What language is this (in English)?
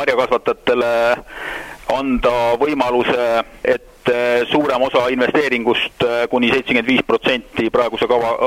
Estonian